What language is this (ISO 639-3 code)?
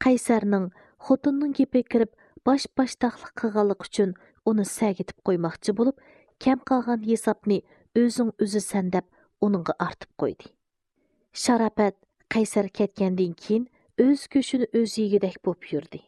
uig